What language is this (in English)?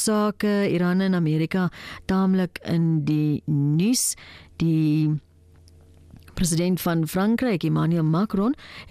Afrikaans